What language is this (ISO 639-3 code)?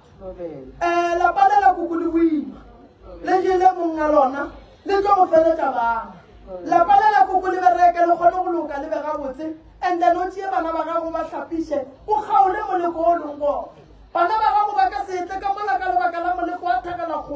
nso